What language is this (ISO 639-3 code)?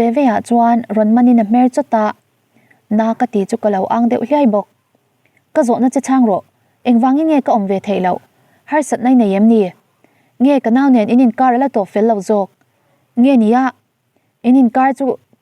lus